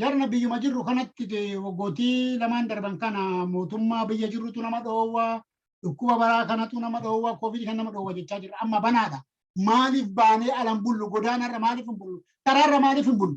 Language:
Oromo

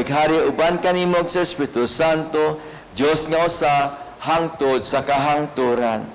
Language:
Cebuano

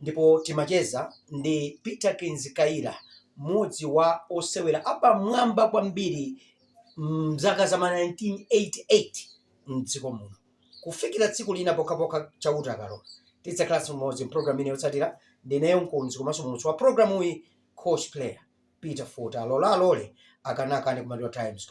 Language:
Nyanja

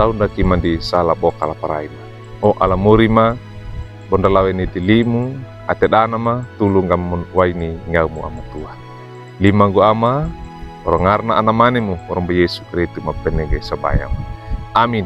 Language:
Wejewa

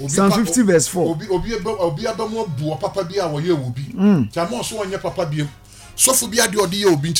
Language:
Akan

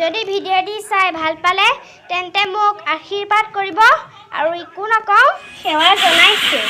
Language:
Assamese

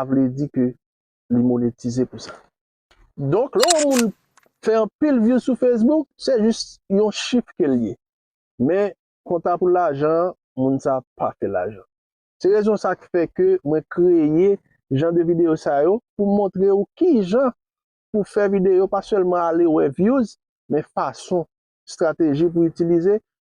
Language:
Haitian Creole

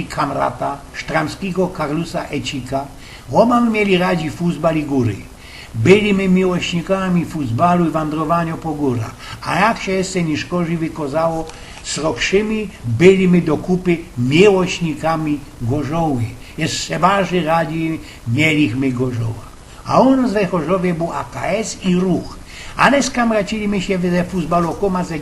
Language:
Silesian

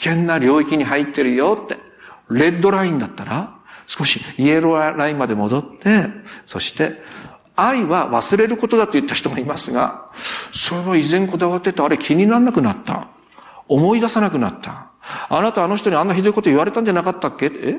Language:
Japanese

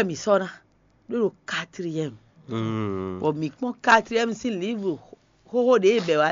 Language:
Fon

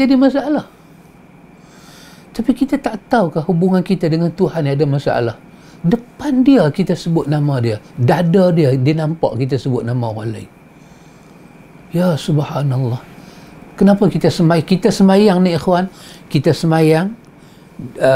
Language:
Malay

